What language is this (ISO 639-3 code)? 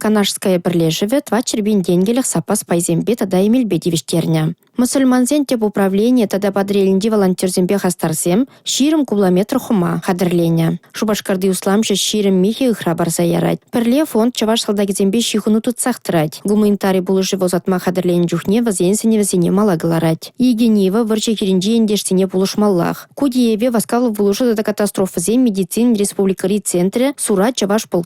chv